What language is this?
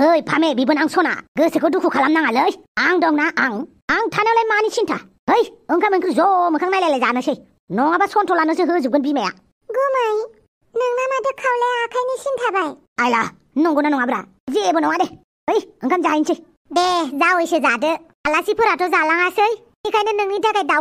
Bodo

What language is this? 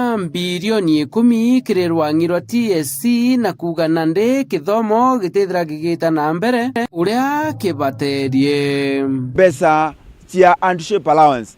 Meru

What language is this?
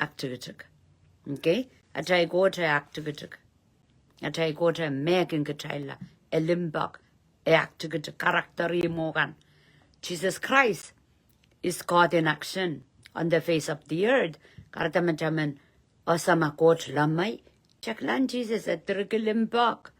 Pohnpeian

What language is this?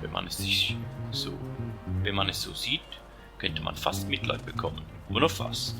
Swiss German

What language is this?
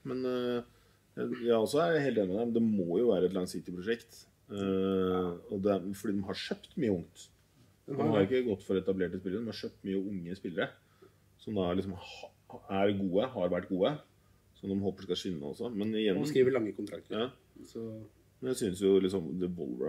Norwegian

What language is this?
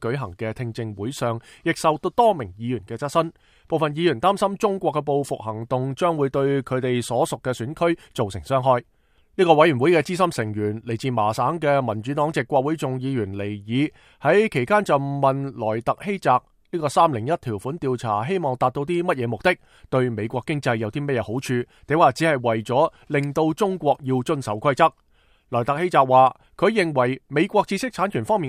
Cantonese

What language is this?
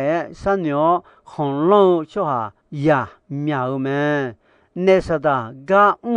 Akha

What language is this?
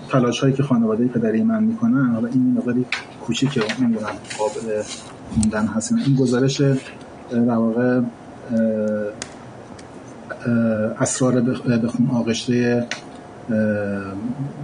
Persian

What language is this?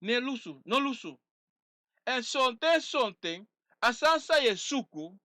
Sranan Tongo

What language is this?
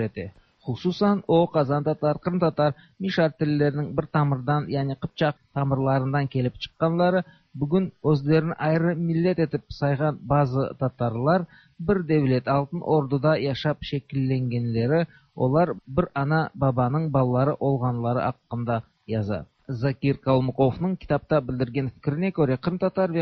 Tatar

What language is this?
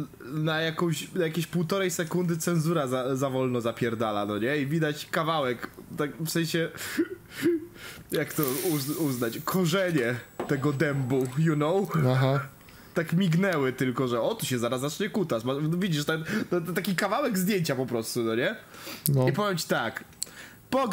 Polish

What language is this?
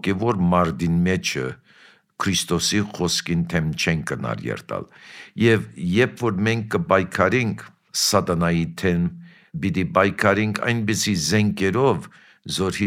Armenian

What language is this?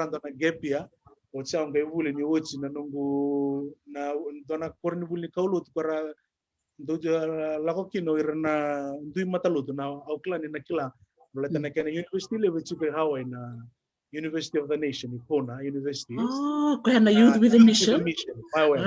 Fijian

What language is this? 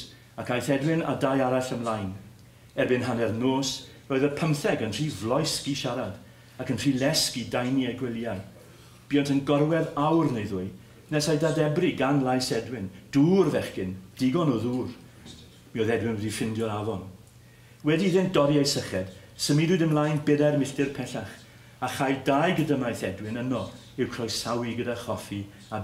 Welsh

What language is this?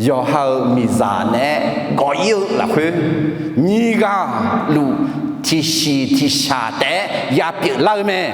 Akha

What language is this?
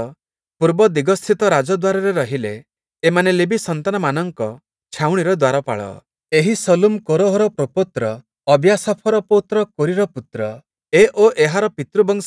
Odia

